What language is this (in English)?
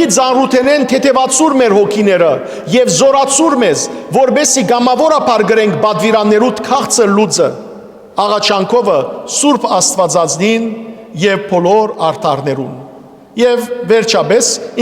Western Armenian